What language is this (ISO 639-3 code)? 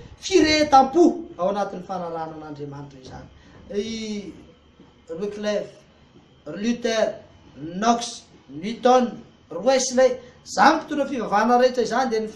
mlg